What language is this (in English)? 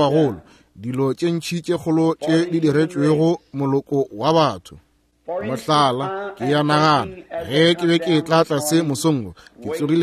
Northern Sotho